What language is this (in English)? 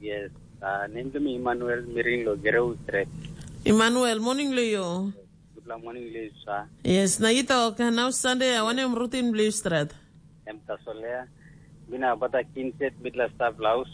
Tok Pisin